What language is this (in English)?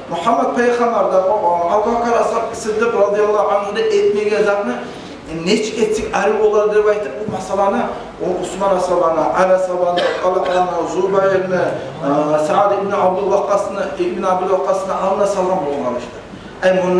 Kumyk